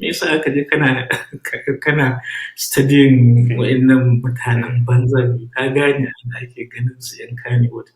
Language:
Hausa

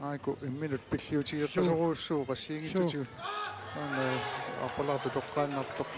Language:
Kalaallisut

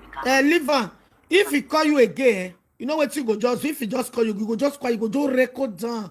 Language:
Nigerian Pidgin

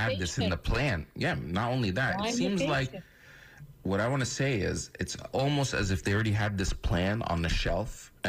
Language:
English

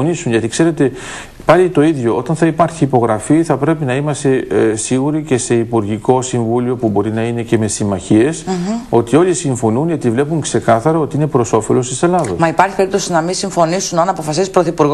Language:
Greek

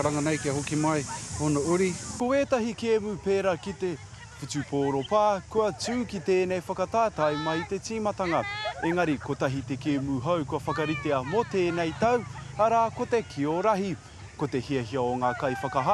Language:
Māori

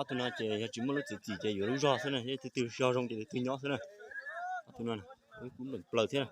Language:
Hmong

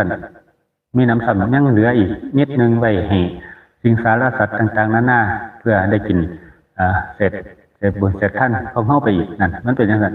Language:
Northeastern Thai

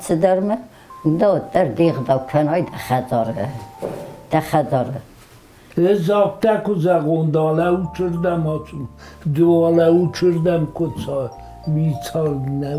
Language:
Ossetic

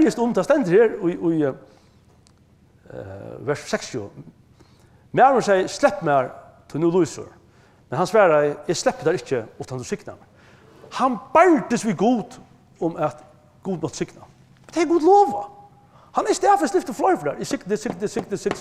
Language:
Faroese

